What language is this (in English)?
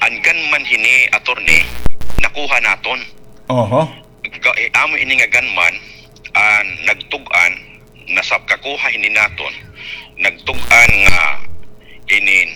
Waray